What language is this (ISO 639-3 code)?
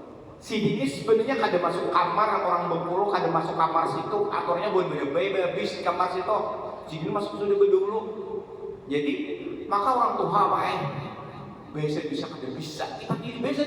bjn